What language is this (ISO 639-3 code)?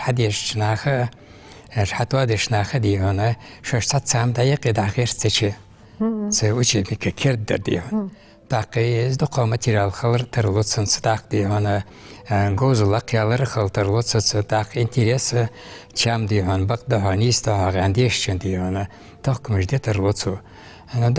inh